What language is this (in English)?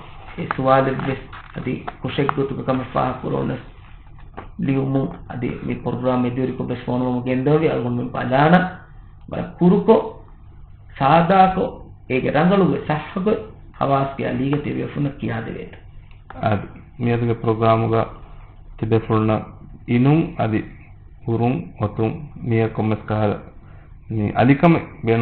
Divehi